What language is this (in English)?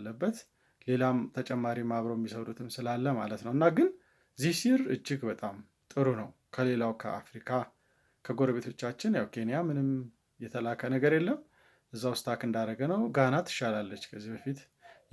Amharic